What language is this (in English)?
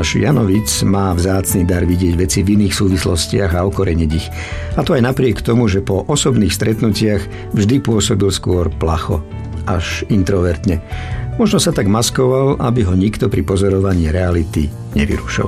Slovak